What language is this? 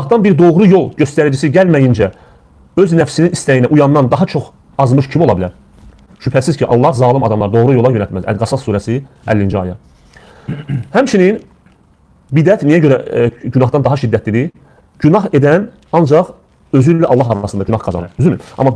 Azerbaijani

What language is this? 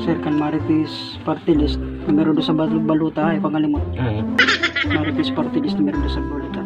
Waray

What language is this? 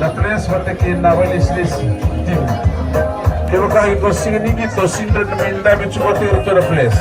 Fijian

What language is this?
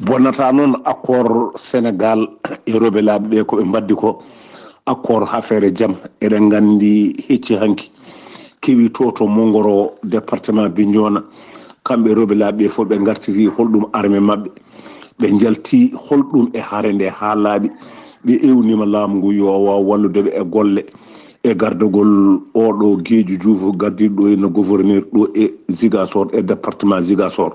Fula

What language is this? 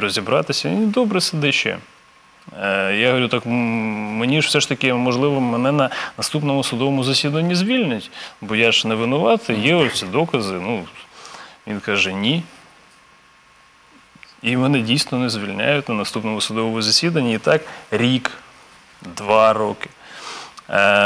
Ukrainian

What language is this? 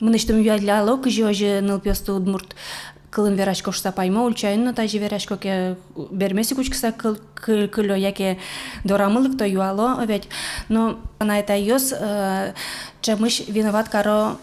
Udmurt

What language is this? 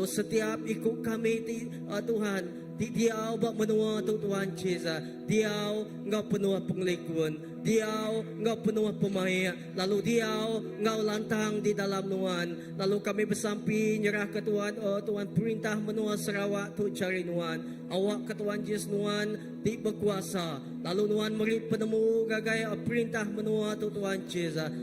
Iban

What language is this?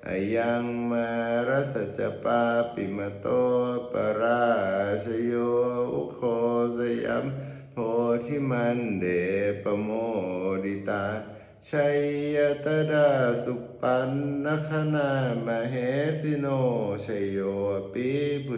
Pali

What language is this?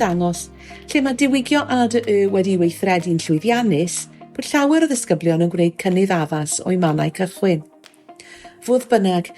Welsh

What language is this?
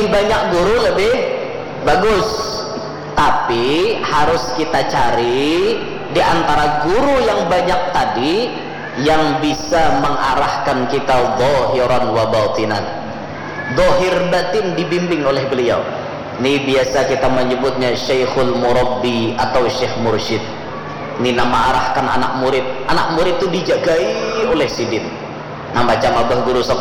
Banjar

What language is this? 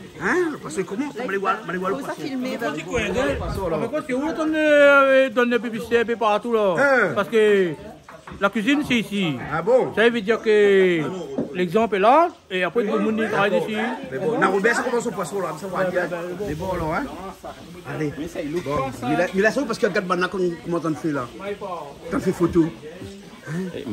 Réunion Creole French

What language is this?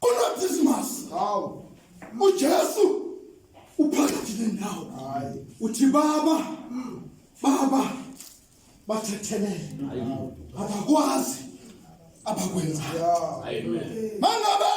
Zulu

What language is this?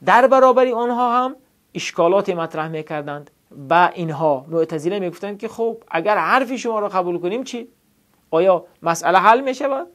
Tajik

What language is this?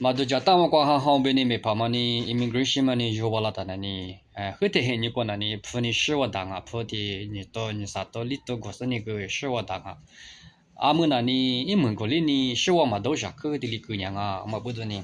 Lisu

